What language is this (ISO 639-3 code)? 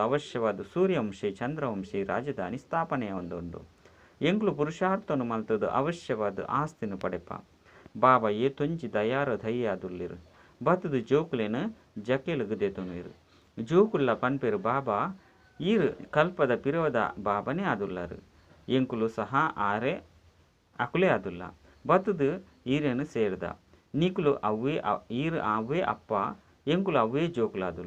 tcy